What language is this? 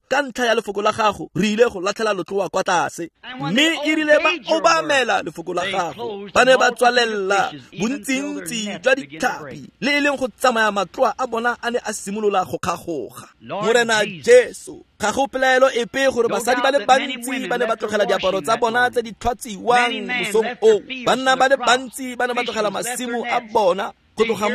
Tswana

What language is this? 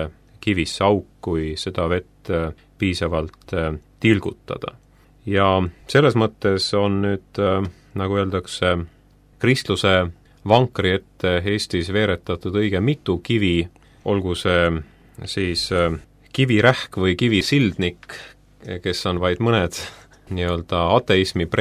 Estonian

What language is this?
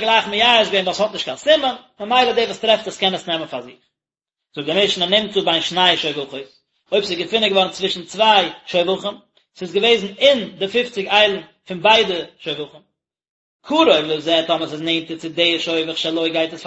Yiddish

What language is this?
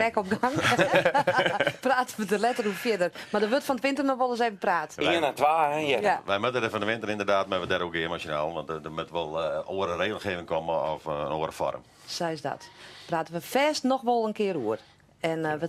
Western Frisian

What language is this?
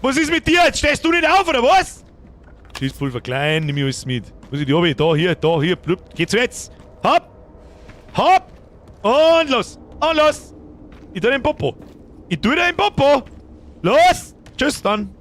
Bavarian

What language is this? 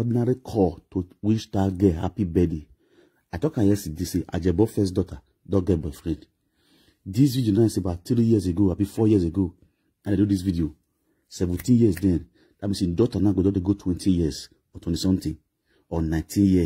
Nigerian Pidgin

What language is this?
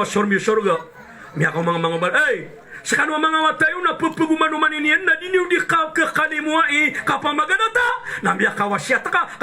Maranao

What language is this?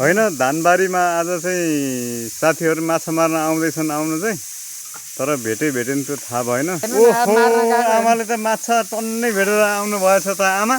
Nepali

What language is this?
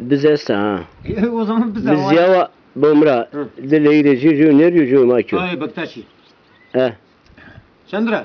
Zaza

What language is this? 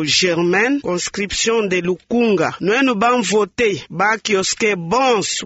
Luba-Lulua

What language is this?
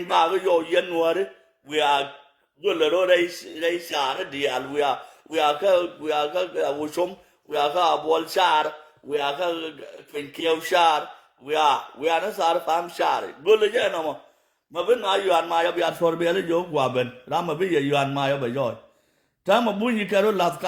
Nuer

